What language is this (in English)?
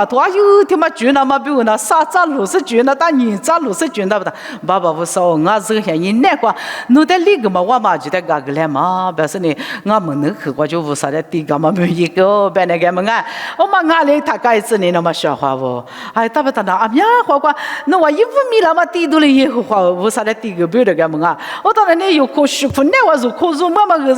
Lisu